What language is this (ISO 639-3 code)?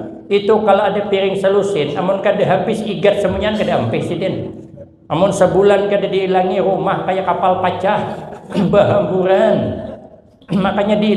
bjn